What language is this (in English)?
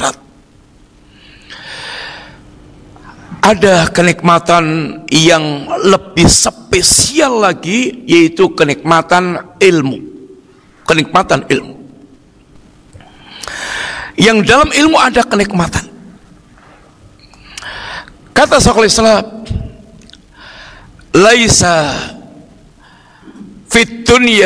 Indonesian